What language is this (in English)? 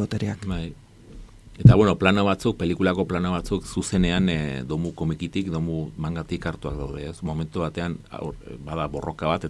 Basque